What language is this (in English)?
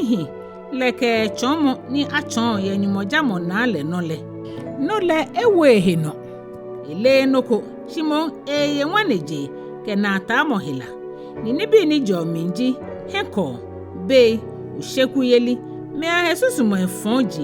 Ga